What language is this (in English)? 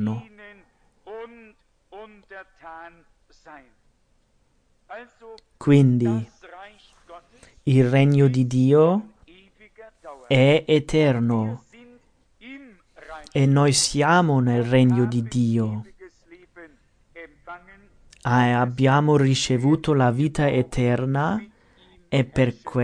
Italian